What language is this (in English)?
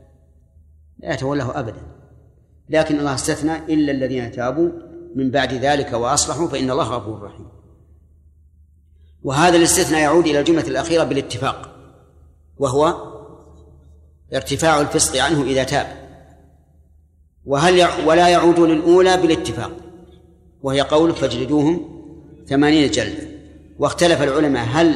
Arabic